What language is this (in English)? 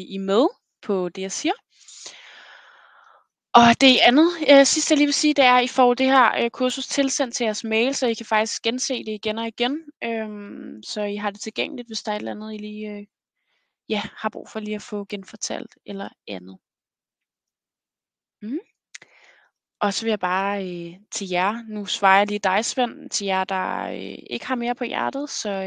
Danish